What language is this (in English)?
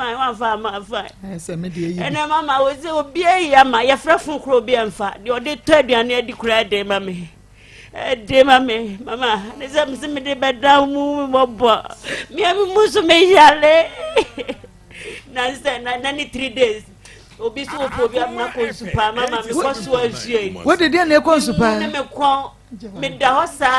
Akan